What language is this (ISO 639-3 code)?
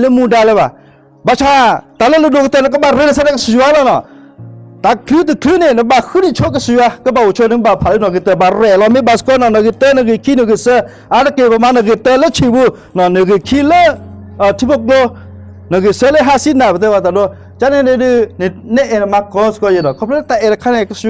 ksw